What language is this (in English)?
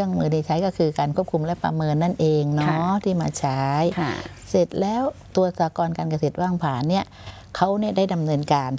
Thai